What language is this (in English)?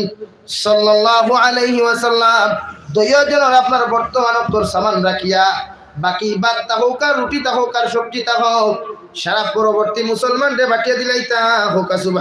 Sylheti